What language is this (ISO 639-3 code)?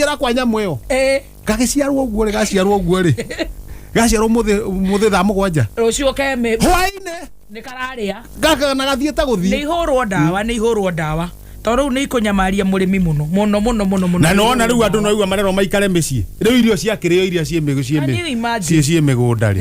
kik